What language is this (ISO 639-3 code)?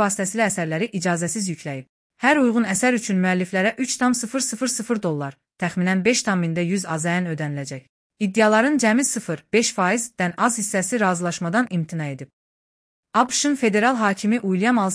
aze